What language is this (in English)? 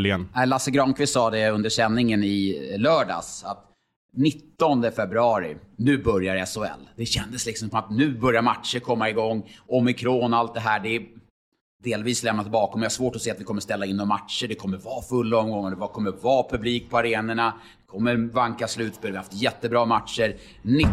Swedish